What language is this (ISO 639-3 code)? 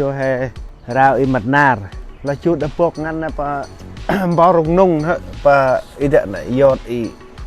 cmo